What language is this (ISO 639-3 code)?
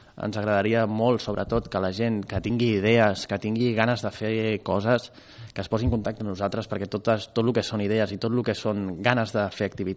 cat